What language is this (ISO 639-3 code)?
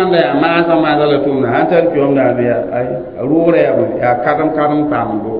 mos